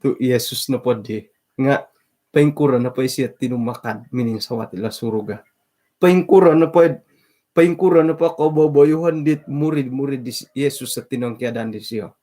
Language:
Central Dusun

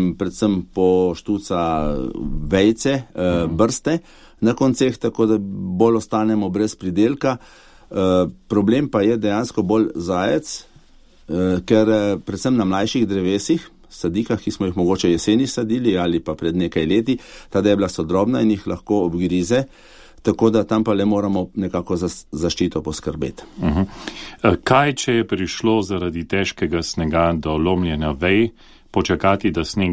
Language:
Slovenian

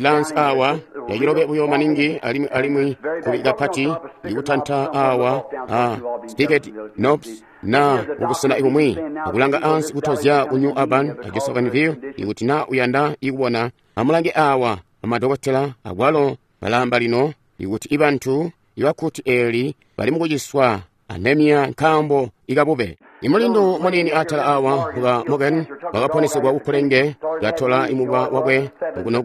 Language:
Tonga (Zambia)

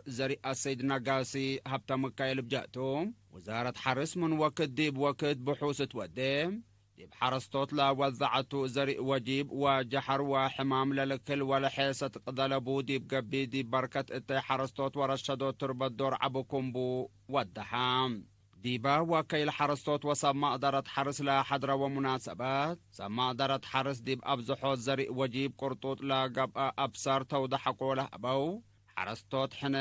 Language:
Tigre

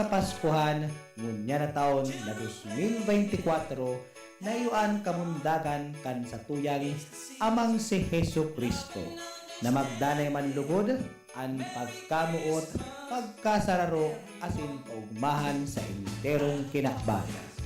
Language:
Bikol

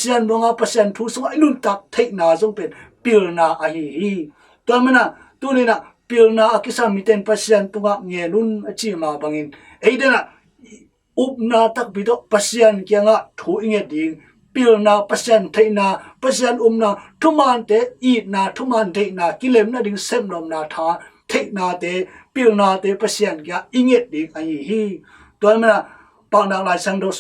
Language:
Tedim Chin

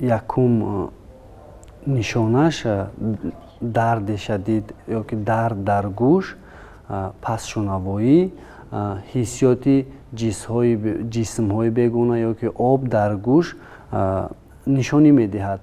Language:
Tajik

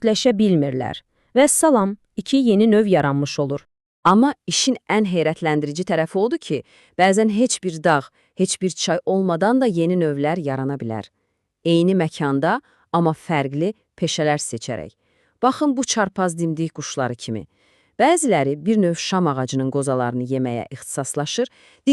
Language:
Azerbaijani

